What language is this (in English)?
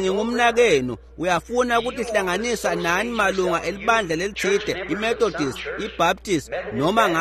Swati